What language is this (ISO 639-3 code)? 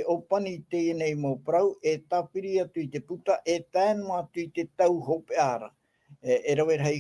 tah